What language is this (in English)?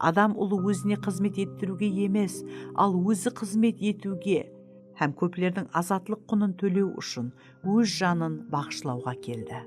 Kara-Kalpak